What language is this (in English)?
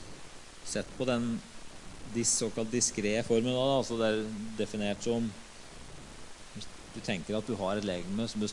Norwegian